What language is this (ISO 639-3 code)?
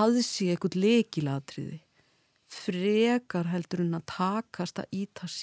isl